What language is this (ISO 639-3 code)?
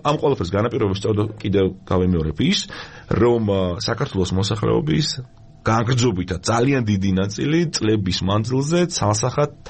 kat